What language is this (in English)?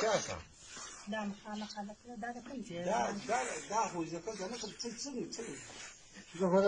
Pashto